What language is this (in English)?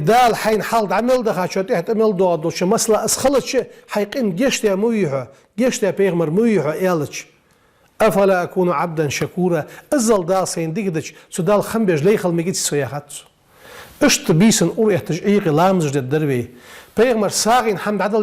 Ingush